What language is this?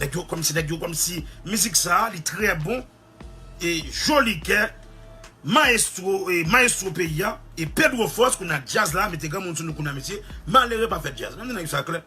Haitian Creole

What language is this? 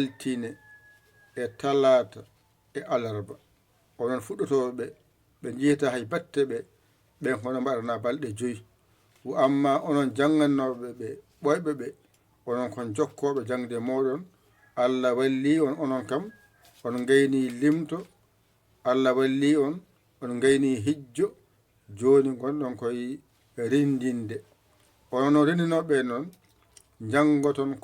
Fula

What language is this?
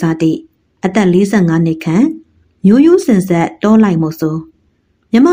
Burmese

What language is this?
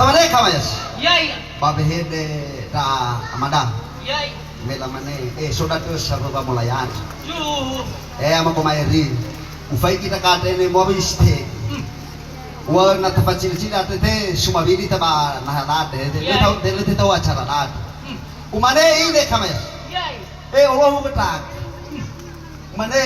Nias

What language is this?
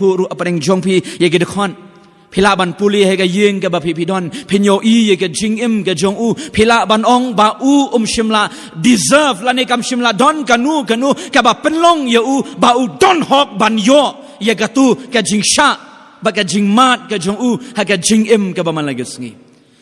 Khasi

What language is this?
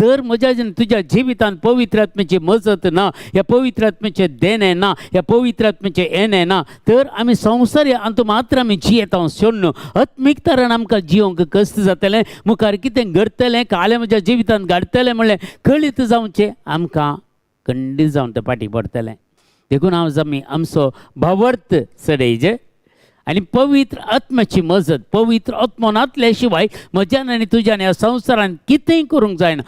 Konkani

